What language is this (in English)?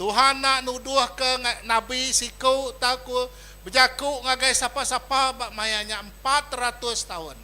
Iban